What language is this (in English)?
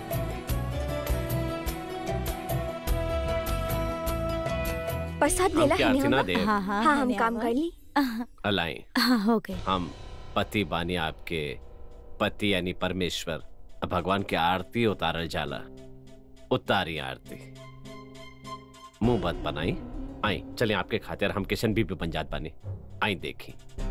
Bhojpuri